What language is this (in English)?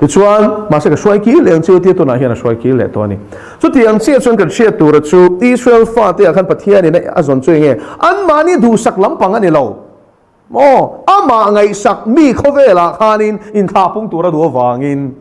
Mizo